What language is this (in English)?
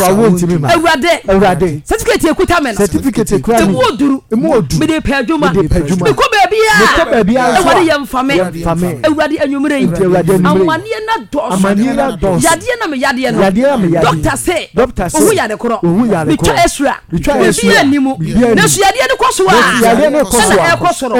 Akan